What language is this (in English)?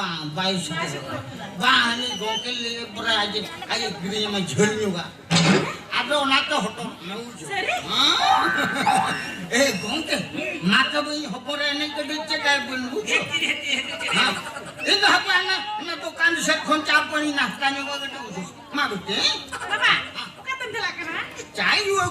Santali